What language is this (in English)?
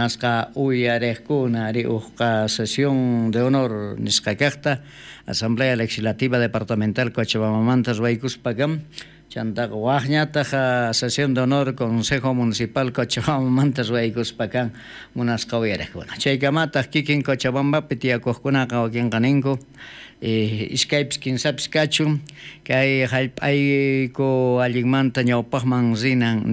South Bolivian Quechua